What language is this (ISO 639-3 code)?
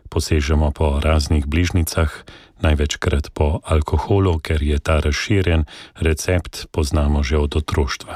slv